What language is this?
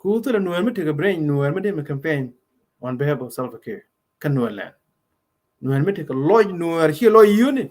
Nuer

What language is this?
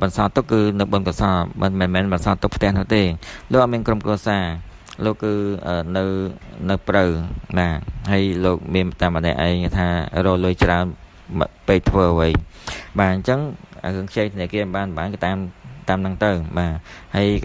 Khmer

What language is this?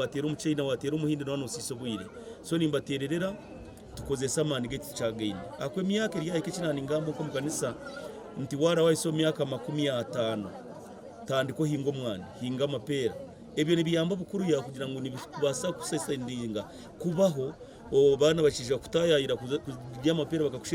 Nyankole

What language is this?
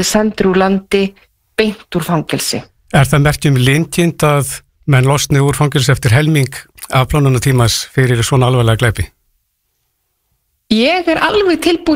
Icelandic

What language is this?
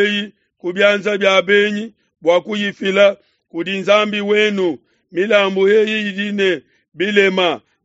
Luba-Lulua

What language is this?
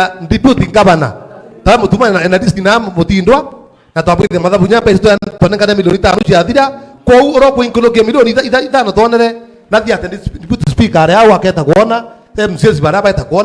Meru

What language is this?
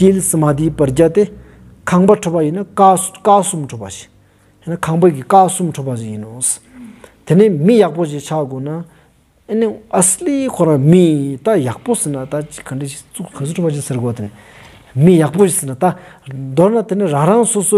Stod Bhoti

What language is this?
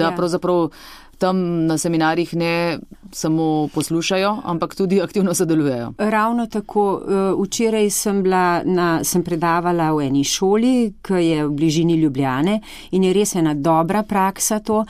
Slovenian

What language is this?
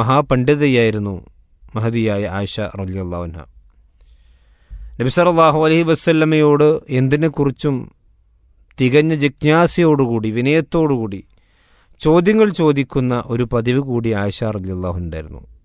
Malayalam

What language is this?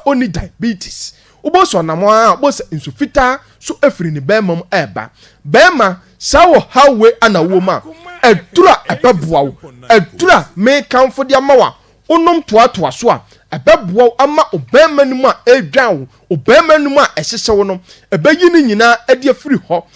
Akan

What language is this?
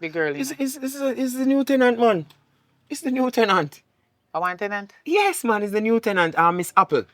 Jamaican Creole English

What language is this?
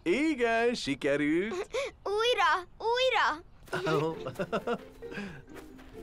Hungarian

